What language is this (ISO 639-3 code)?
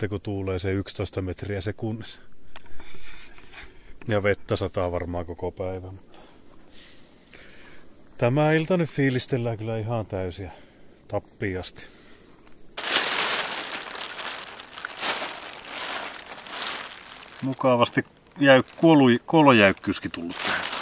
fin